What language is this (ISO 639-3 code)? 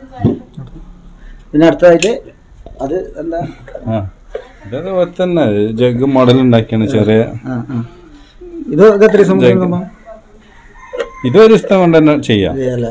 mal